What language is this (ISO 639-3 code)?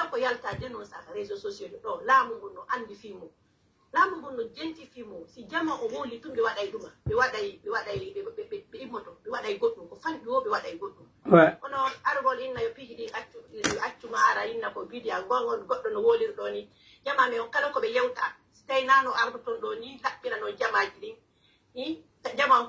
fuf